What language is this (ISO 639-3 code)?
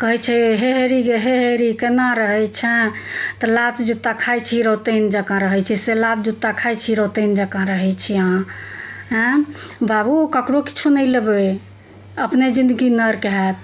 mai